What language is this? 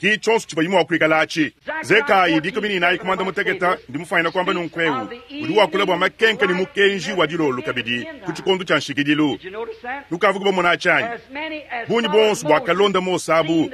Luba-Lulua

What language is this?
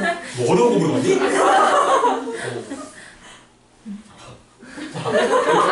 Korean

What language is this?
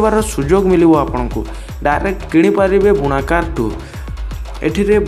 Odia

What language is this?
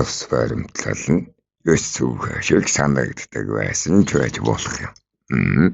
Mongolian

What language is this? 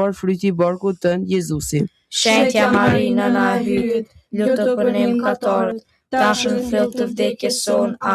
Albanian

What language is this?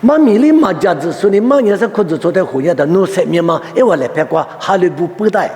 Lisu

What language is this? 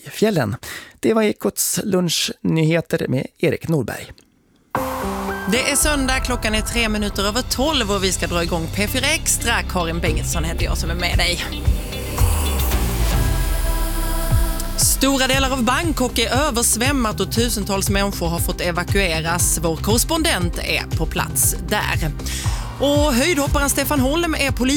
Swedish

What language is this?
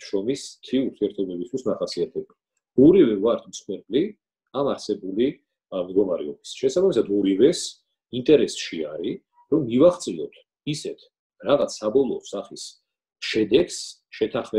Georgian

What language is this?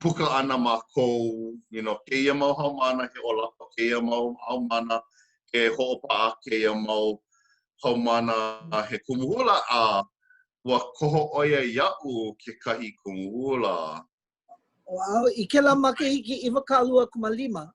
Hawaiian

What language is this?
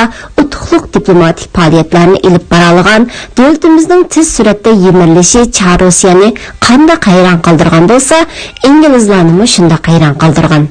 Uyghur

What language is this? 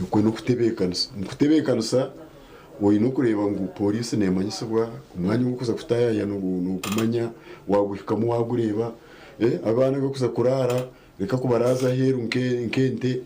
Nyankole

